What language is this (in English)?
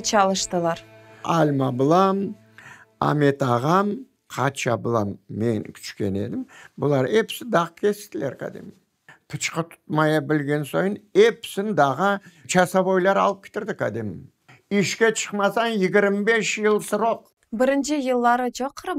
Crimean Tatar